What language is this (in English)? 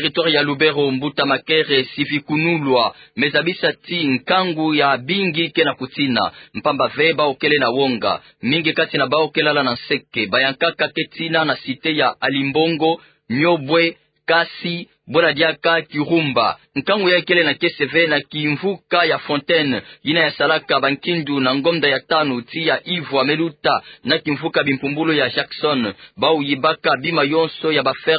Kituba (Democratic Republic of Congo)